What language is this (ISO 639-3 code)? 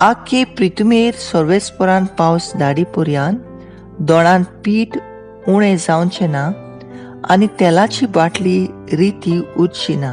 kok